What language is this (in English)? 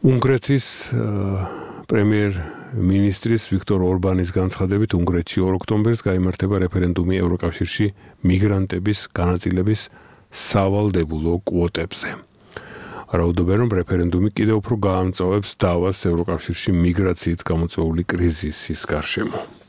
Georgian